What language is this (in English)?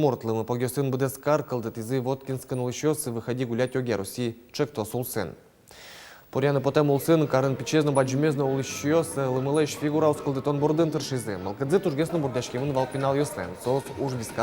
Udmurt